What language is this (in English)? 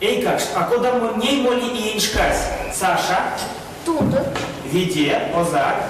Erzya